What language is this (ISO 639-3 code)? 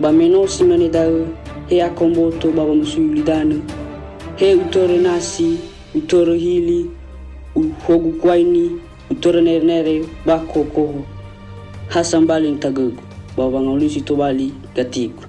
nia